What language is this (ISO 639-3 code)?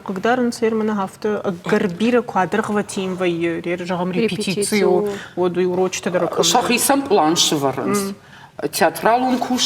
oss